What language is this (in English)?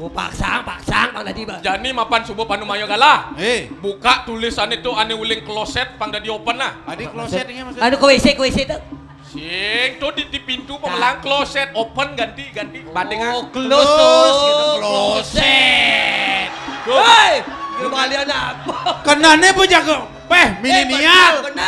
Balinese